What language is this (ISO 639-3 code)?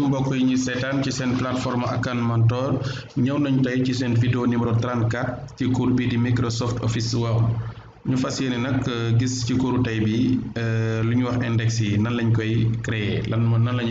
wol